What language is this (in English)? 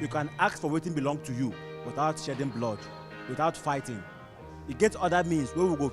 Nigerian Pidgin